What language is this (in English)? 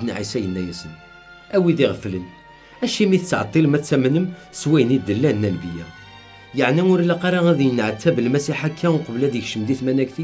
Kabyle